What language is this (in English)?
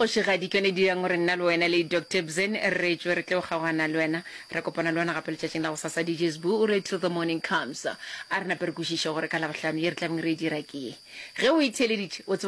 Northern Sotho